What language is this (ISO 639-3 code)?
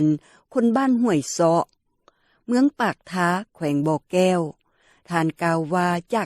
lao